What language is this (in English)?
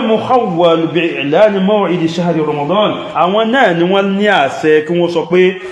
Yoruba